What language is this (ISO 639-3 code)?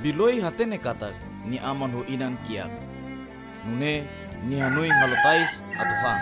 tet